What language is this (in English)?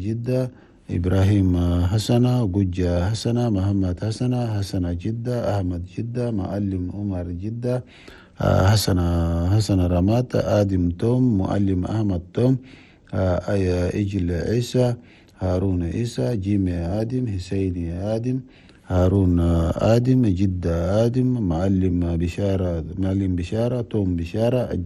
Chadian Arabic